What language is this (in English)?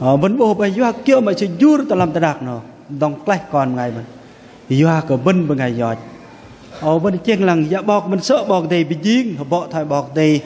Bahnar